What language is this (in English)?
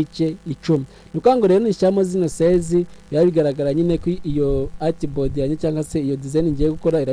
Kinyarwanda